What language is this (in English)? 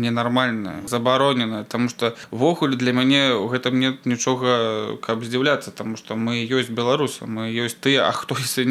Belarusian